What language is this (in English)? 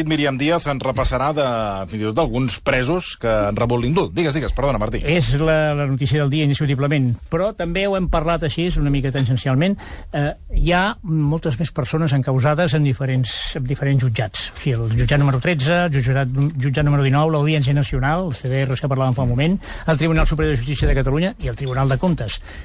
Catalan